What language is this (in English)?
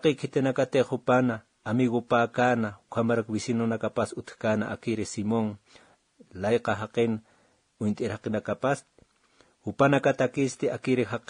Aymara